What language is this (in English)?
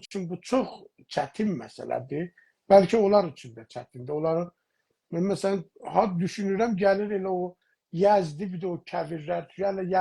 South Azerbaijani